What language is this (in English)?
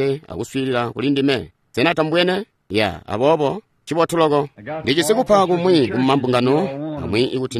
Tonga (Zambia)